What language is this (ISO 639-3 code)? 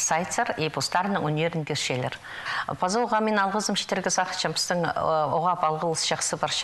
kjh